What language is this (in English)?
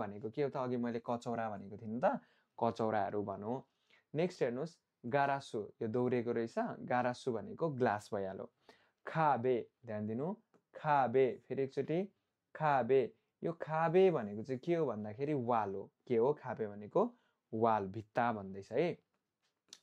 Nepali